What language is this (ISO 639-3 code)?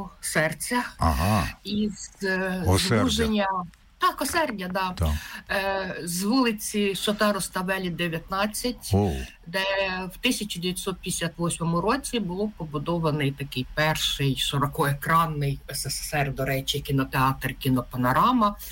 ukr